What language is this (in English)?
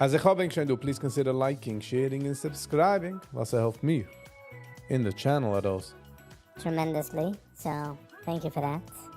Yiddish